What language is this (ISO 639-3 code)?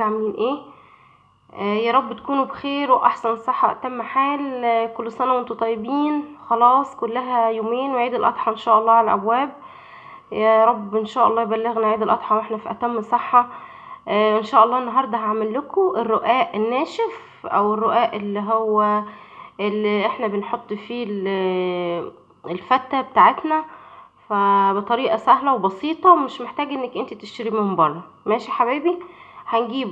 arz